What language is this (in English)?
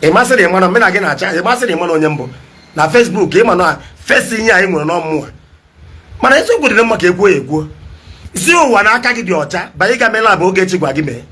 Igbo